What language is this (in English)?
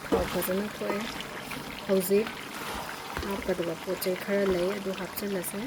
Manipuri